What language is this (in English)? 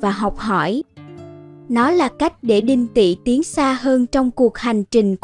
Vietnamese